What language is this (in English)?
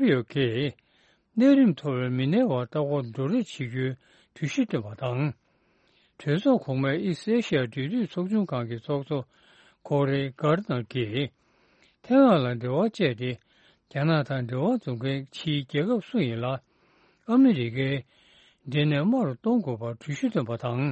Tibetan